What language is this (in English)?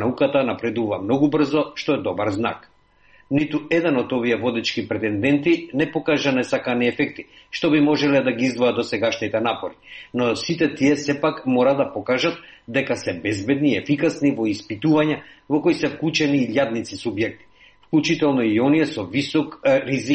Macedonian